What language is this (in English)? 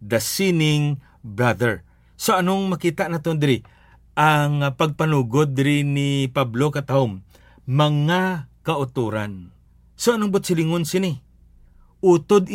Hiligaynon